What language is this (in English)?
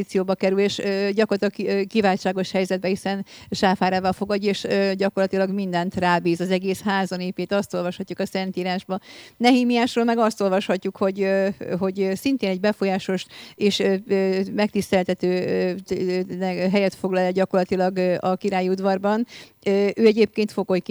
Hungarian